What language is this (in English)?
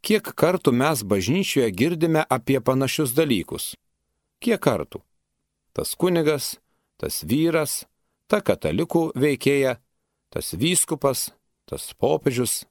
Lithuanian